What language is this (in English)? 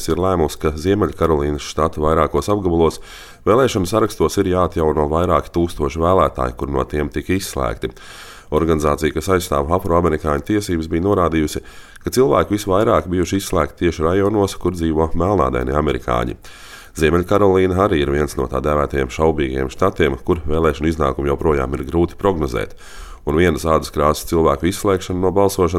Latvian